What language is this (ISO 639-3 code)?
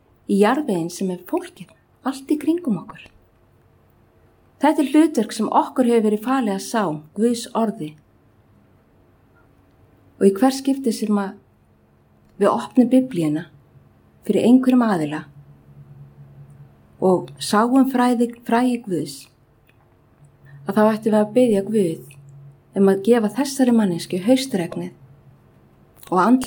isl